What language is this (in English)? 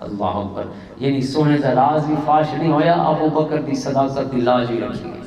Western Panjabi